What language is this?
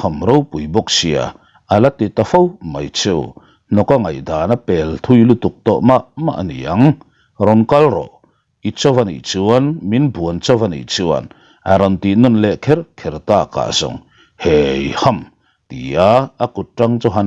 Mizo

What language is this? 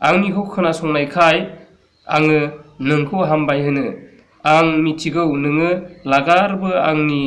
Bodo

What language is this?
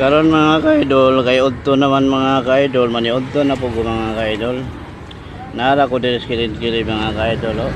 Cebuano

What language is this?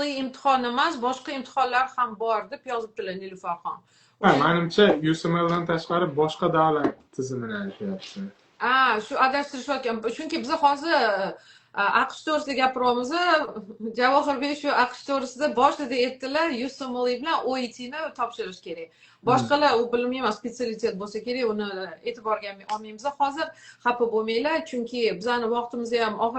Uzbek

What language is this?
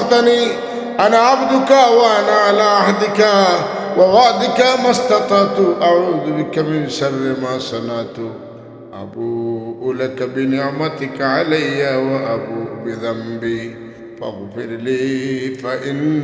Sylheti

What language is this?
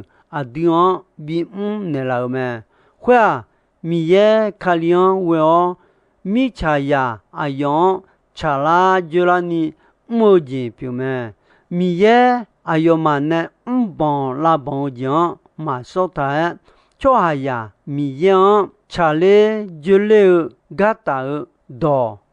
Akha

